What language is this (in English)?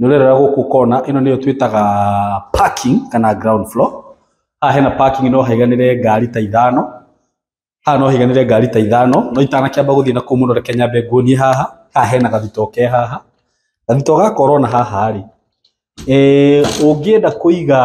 Kikuyu